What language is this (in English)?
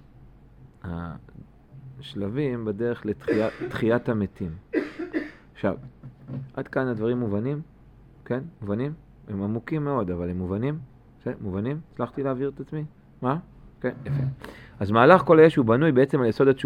Hebrew